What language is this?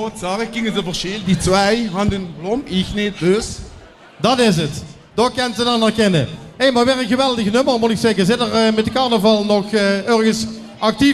Limburgish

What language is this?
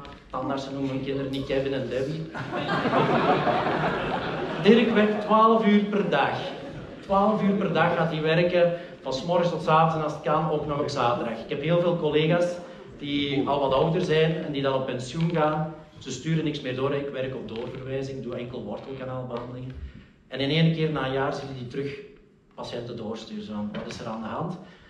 Dutch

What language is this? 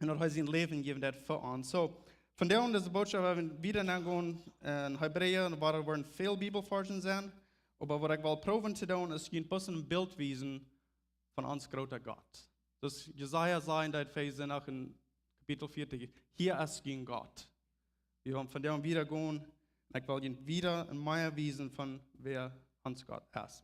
Plautdietsch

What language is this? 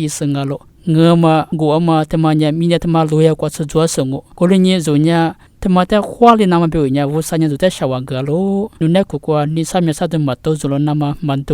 Lisu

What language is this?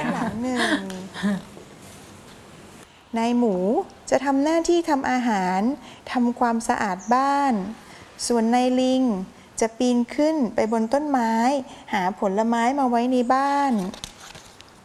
Thai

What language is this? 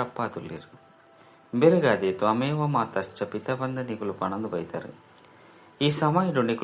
Tulu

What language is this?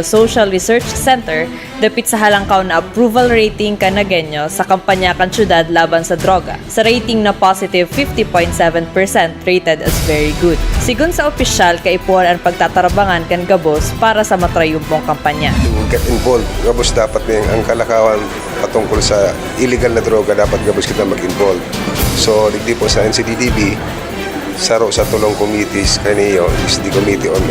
Bikol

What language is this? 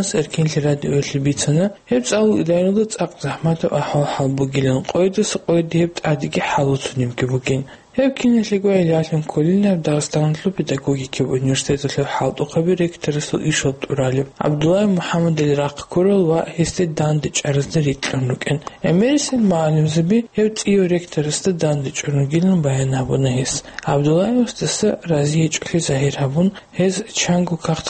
Avaric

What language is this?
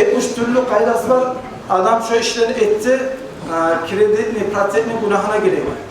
Kumyk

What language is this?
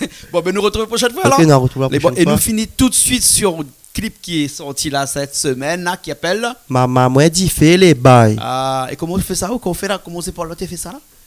Réunion Creole French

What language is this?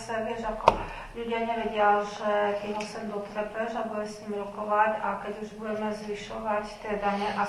Slovak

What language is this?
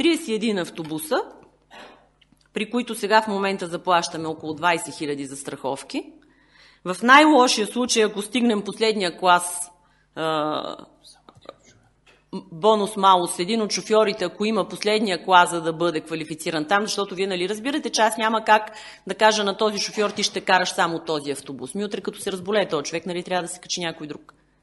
Bulgarian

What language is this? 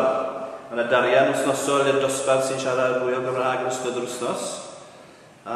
Welsh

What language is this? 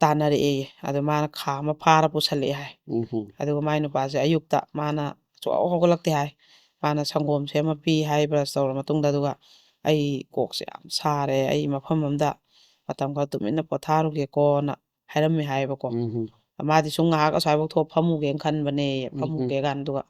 Manipuri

